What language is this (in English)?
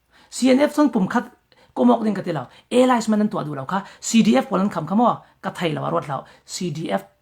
Falam Chin